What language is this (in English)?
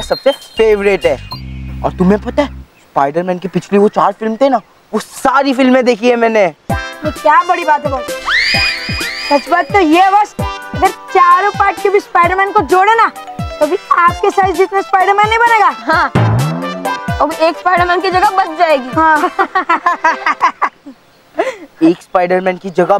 Hindi